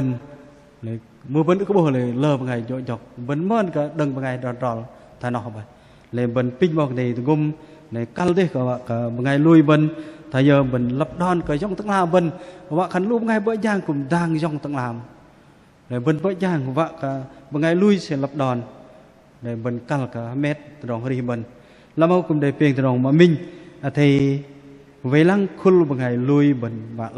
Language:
Bahnar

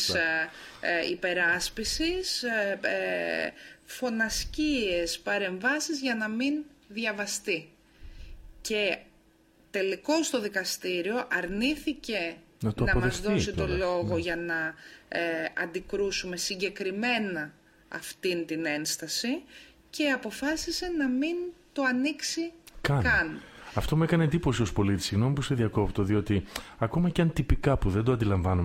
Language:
Greek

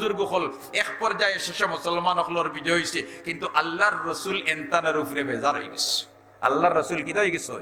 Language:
Sylheti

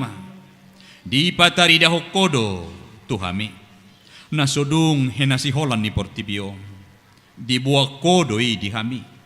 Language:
Batak Toba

